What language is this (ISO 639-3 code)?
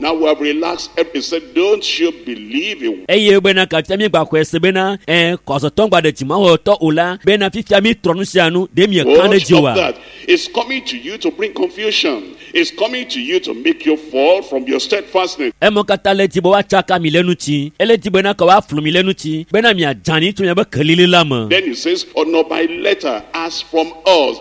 ewe